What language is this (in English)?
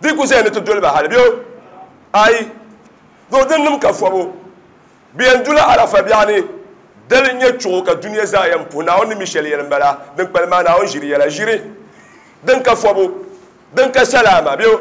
Dagbani